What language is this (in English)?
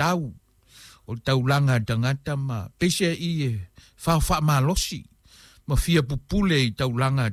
Samoan